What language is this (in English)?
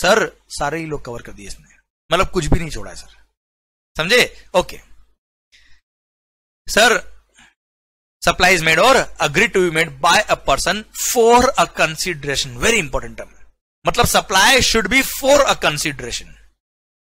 Hindi